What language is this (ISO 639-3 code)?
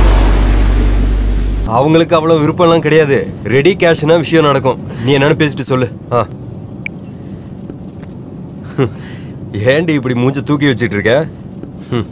tam